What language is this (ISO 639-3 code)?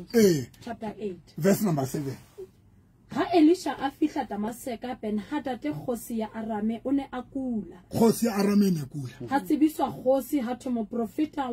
sot